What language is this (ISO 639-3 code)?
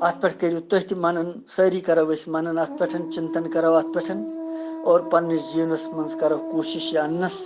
kas